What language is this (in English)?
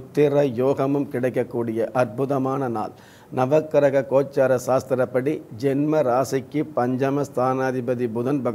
Tamil